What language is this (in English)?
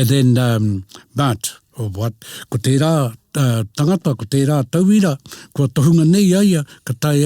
Māori